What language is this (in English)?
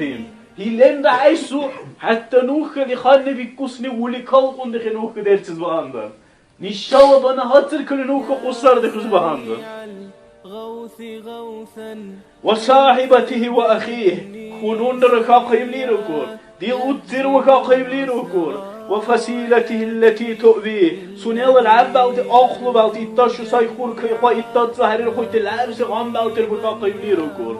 Dargwa